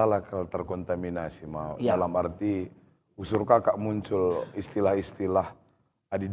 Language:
Batak Karo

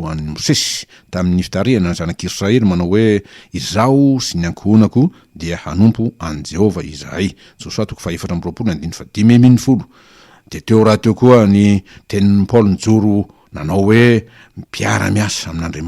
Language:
Malagasy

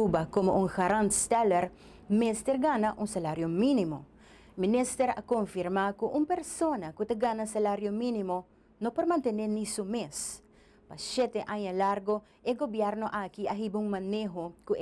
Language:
Papiamento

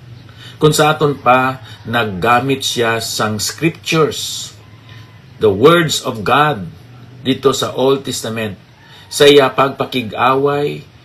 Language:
Hiligaynon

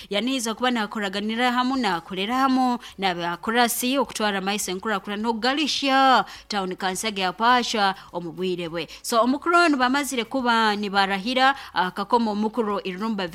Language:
Nyoro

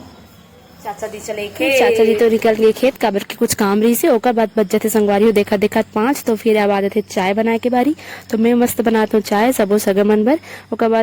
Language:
Chhattisgarhi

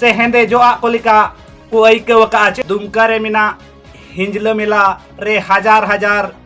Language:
Santali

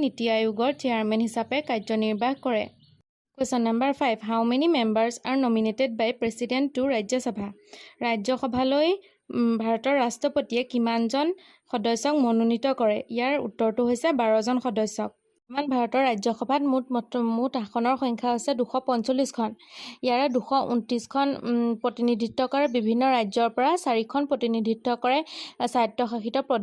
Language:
Assamese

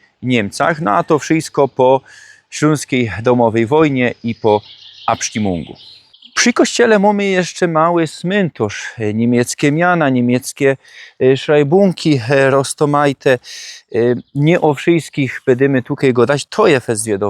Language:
Silesian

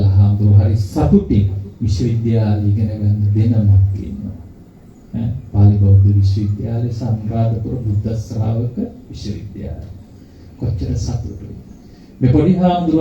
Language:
Sinhala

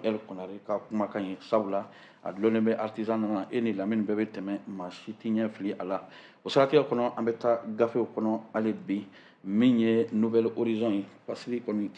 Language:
Bambara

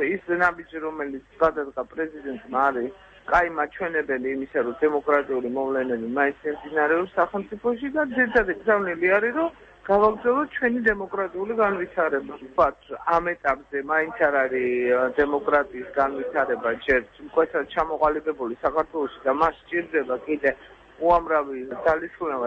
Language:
Georgian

